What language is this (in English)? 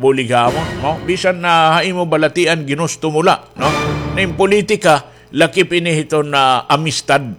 Waray